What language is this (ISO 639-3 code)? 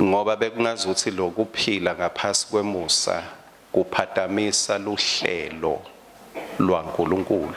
ssw